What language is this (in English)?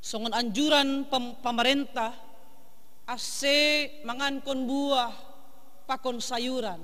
Batak Simalungun